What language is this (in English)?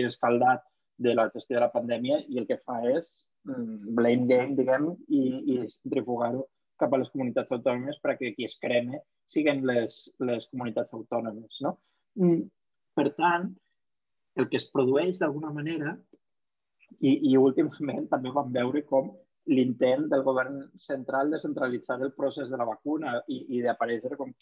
Catalan